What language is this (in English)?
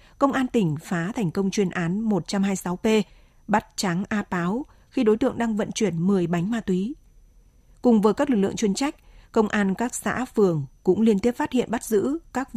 Vietnamese